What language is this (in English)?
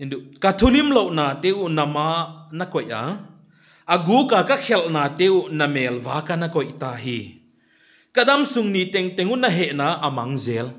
Paite Chin